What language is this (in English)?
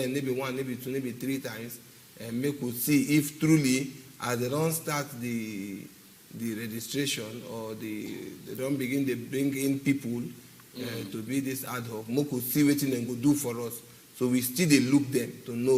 Nigerian Pidgin